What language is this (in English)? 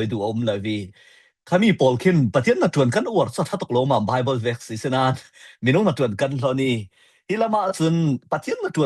Falam Chin